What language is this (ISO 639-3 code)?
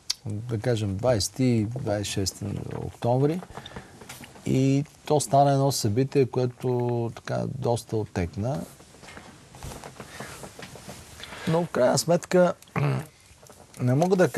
bul